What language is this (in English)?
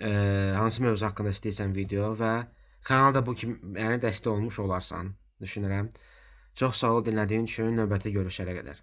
Azerbaijani